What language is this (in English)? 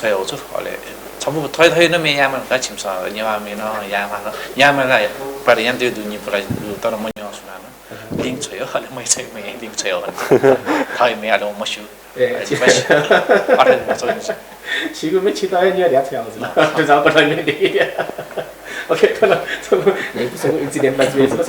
Newari